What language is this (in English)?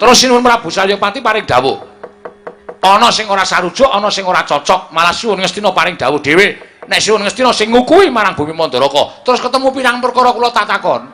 Javanese